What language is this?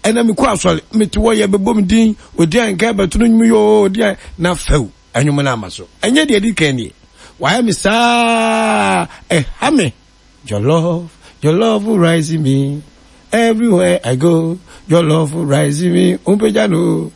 Akan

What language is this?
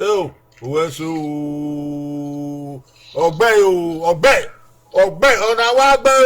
Bini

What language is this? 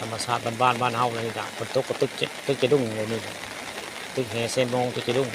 Northeastern Thai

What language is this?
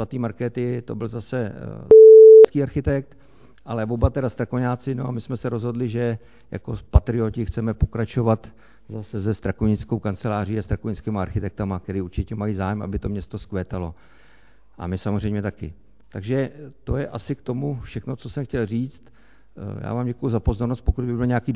Czech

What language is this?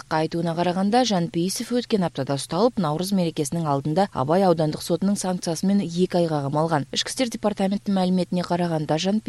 Kyrgyz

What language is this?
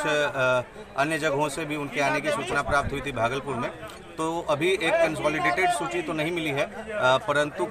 Hindi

